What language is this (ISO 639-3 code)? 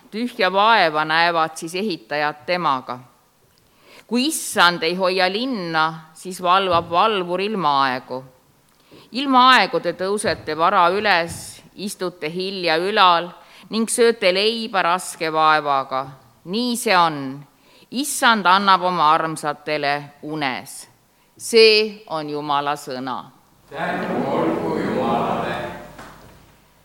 est